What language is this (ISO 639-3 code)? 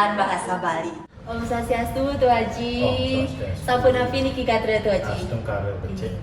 ban